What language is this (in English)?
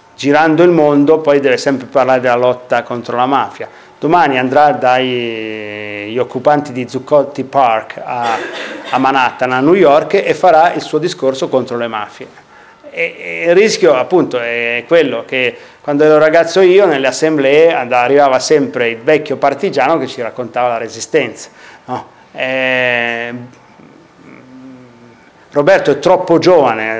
Italian